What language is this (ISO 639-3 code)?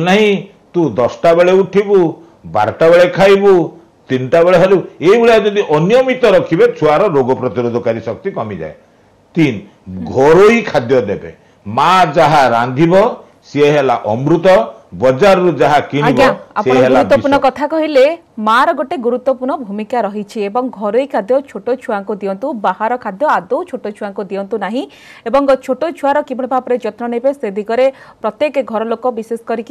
ori